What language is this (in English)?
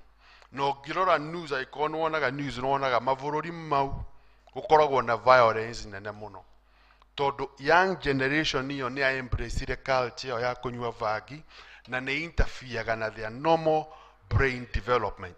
Kikuyu